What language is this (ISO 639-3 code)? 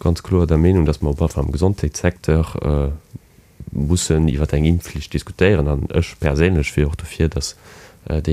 ltz